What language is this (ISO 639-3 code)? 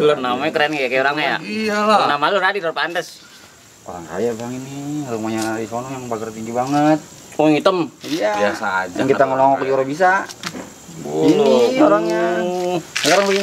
bew